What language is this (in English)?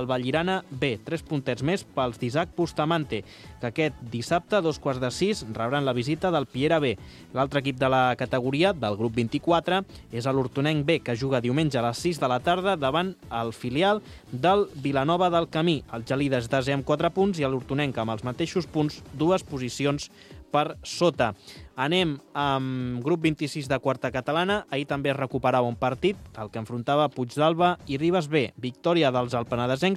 Catalan